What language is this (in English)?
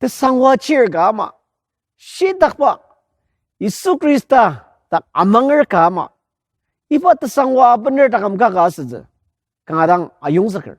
Ao Naga